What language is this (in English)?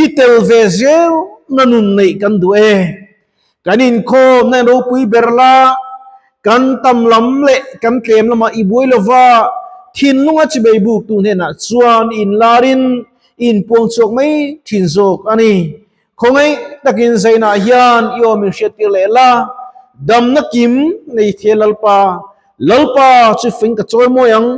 Mizo